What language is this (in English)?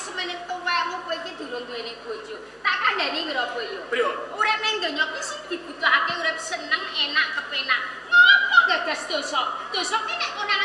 Javanese